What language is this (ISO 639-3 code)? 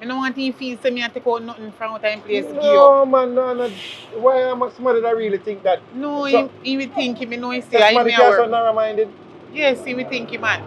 jam